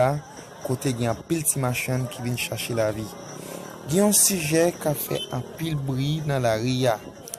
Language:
Haitian Creole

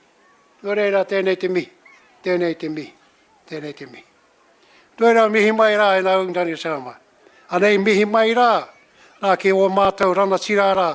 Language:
Māori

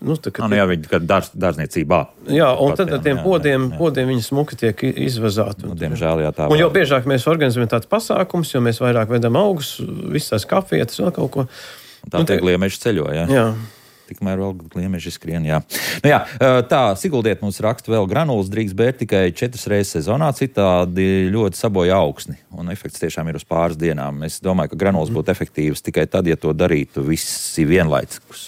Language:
Latvian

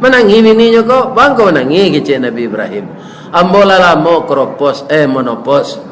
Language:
Minangkabau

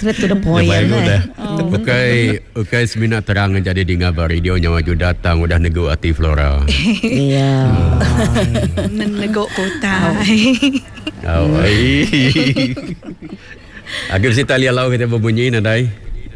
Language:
Iban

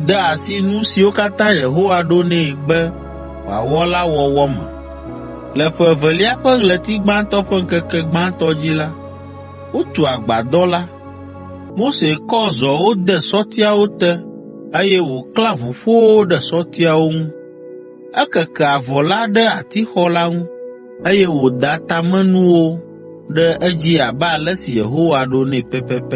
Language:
Ewe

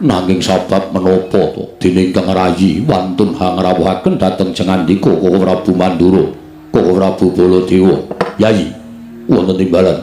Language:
Javanese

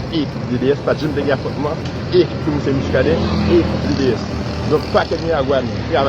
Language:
Haitian Creole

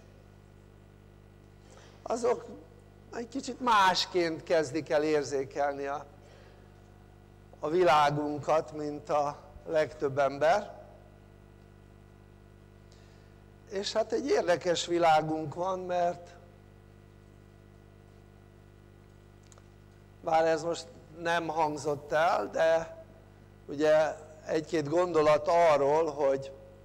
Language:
Hungarian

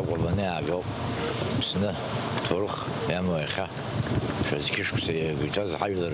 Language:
Abkhazian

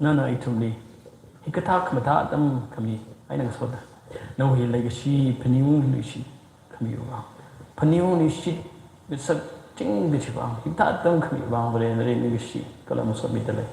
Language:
Tangkhul Naga (India)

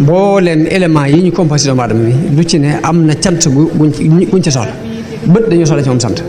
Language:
Wolof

